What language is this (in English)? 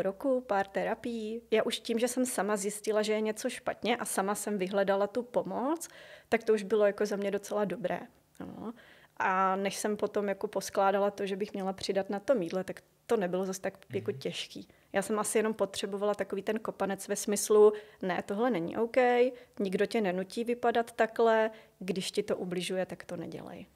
Czech